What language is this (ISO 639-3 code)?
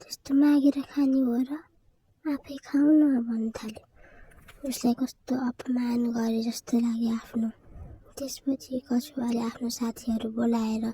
nep